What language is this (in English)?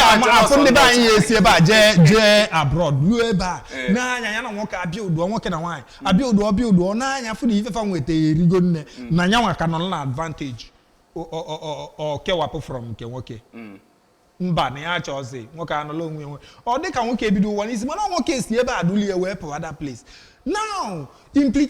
Igbo